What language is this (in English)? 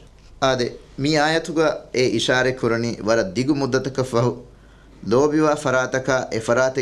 Divehi